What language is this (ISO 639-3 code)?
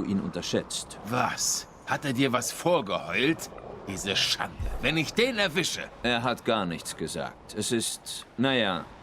gsw